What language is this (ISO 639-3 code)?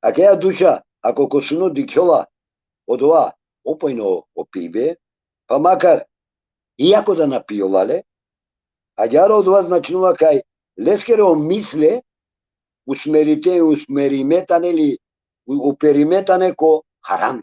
rmn